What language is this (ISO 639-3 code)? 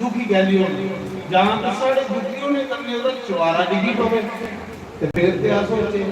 doi